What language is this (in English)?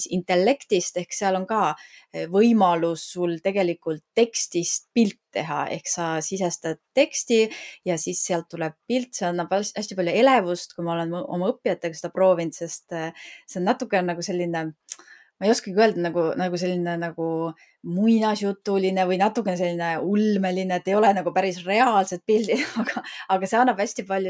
Estonian